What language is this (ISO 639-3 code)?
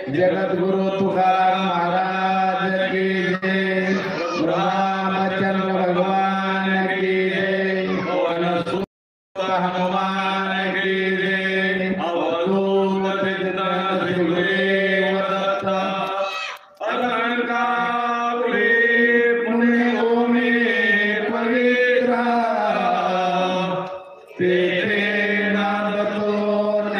mar